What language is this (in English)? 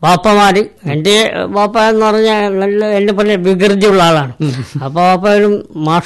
Malayalam